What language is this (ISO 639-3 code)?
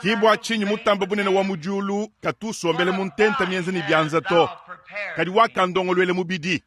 lua